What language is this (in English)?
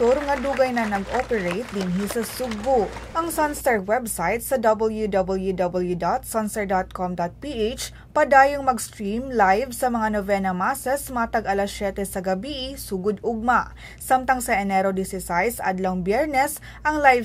Cebuano